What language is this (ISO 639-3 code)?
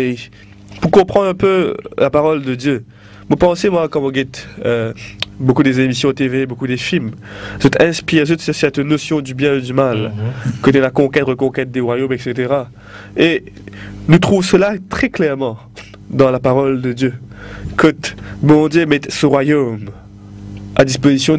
mfe